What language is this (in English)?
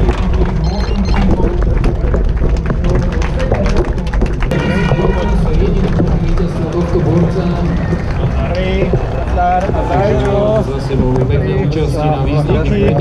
Slovak